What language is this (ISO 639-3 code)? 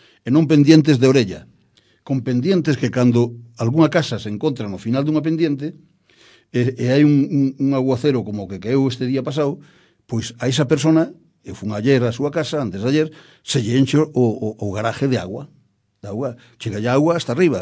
glg